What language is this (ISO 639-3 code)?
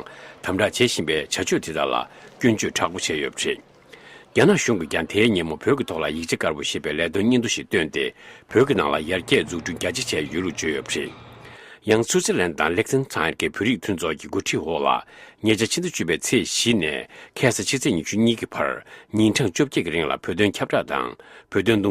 bod